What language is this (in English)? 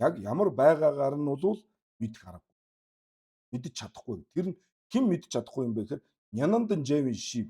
Mongolian